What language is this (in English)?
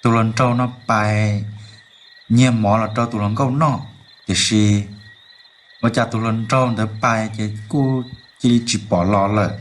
Hmong